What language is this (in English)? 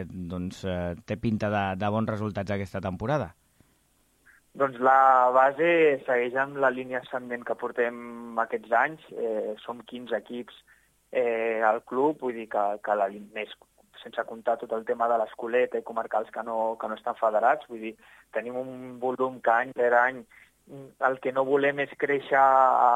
Catalan